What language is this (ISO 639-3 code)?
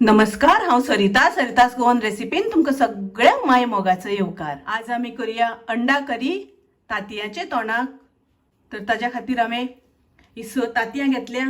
kok